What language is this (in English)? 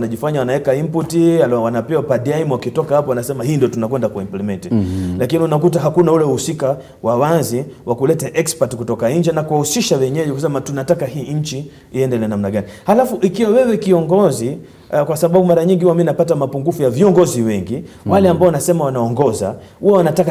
Swahili